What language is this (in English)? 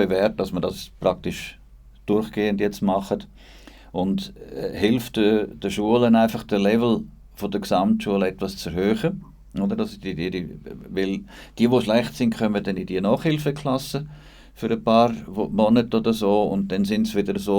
Swiss German